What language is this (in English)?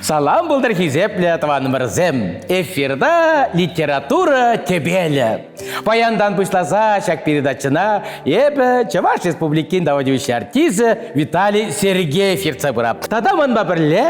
Chuvash